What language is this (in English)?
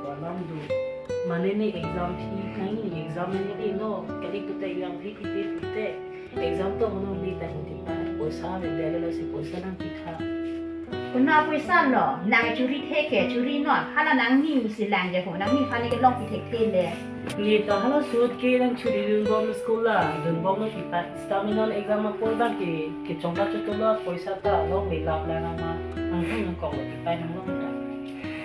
Karbi